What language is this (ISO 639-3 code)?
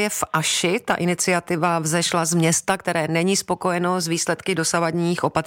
ces